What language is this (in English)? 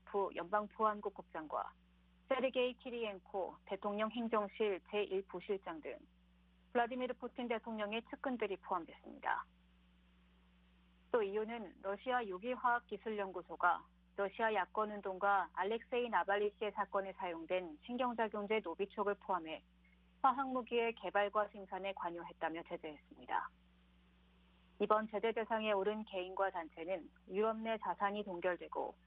Korean